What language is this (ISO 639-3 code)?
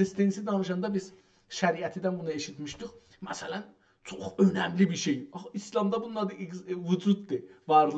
azb